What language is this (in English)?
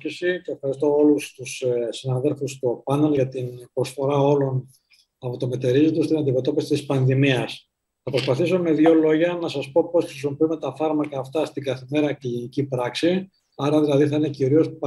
Greek